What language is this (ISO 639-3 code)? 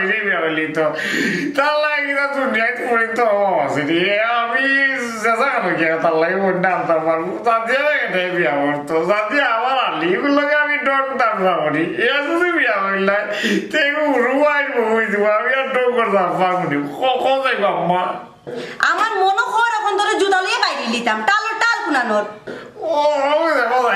syl